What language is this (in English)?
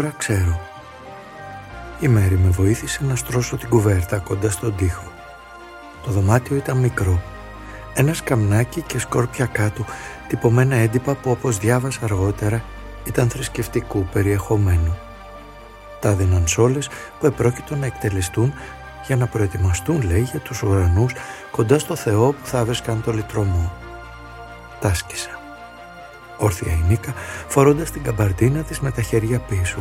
Greek